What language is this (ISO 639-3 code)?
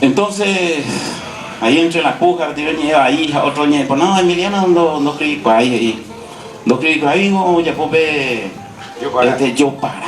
grn